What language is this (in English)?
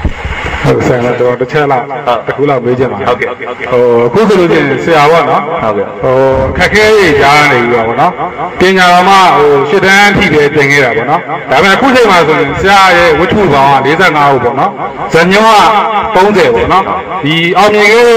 Burmese